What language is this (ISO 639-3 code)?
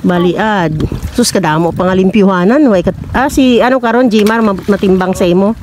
hil